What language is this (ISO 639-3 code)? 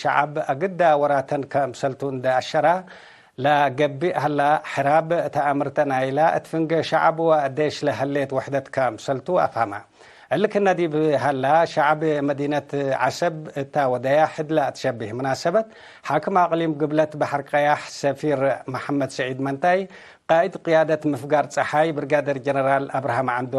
tig